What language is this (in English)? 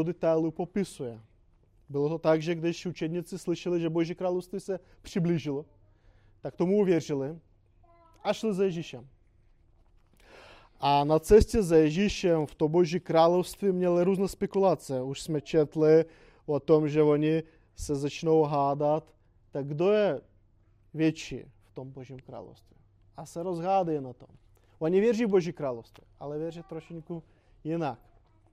Czech